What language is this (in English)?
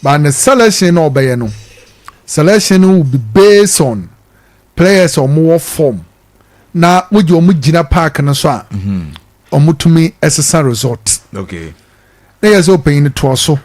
Akan